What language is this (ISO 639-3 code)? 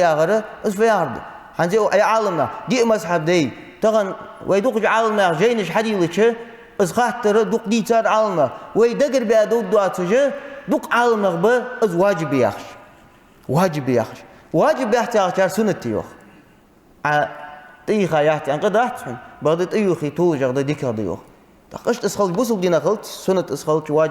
inh